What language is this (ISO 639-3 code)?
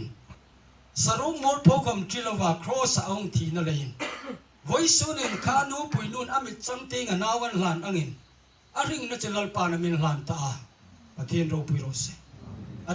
hmr